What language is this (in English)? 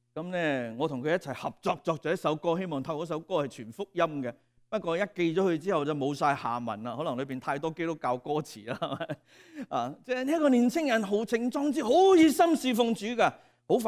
Cantonese